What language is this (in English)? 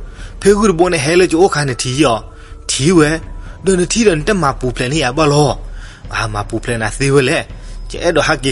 S'gaw Karen